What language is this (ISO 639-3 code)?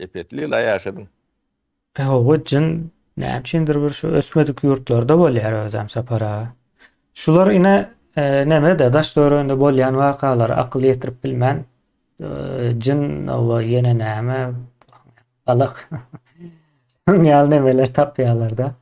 tuk